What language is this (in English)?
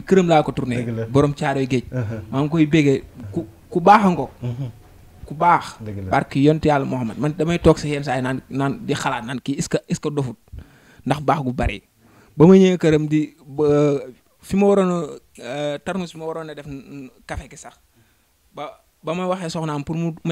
Wolof